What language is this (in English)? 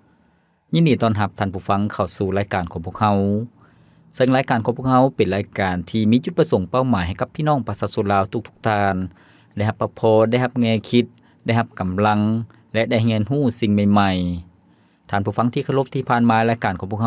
Lao